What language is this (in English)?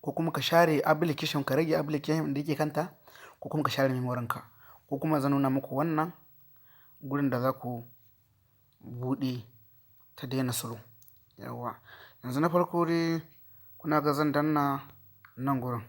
Hausa